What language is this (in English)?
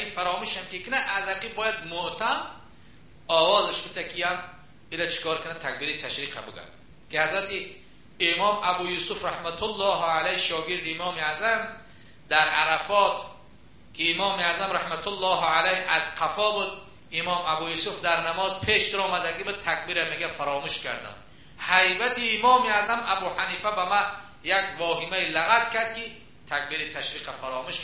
Tajik